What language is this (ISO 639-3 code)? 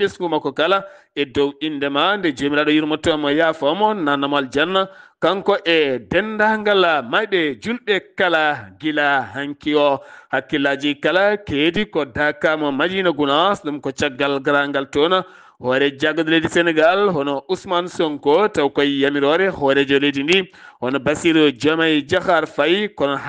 ful